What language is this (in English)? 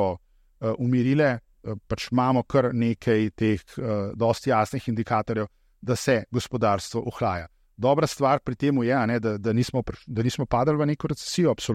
Slovenian